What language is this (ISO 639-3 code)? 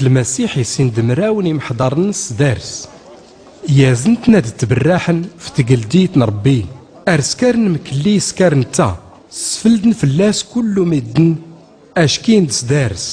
shi